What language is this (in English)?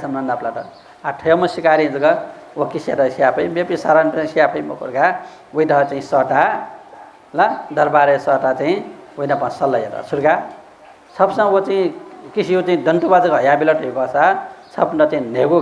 Newari